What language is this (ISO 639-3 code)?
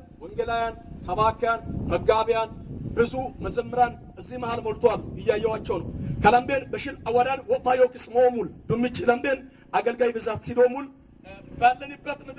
amh